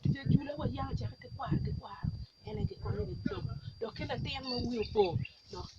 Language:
Acoli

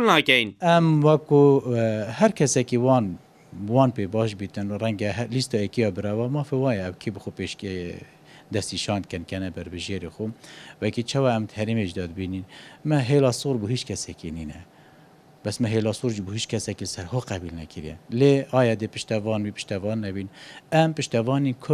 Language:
Kurdish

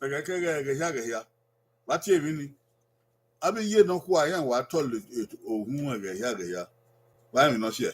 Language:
Bini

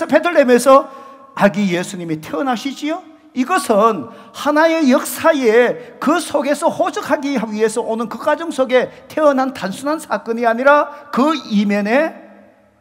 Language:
Korean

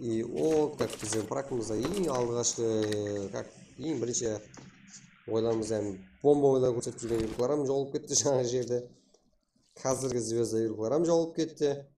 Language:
Kara-Kalpak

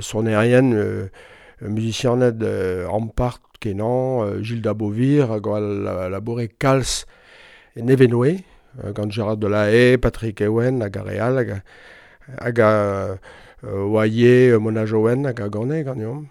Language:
Breton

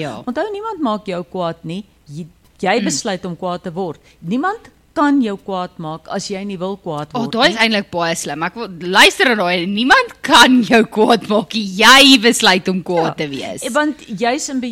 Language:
Afrikaans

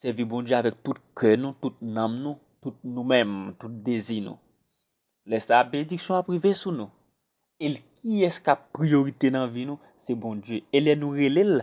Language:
Haitian Creole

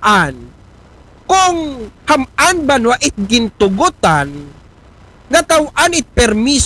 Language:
Aklanon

